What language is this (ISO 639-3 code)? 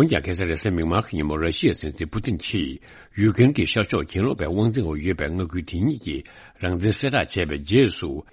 bod